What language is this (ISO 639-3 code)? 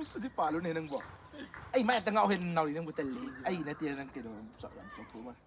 mni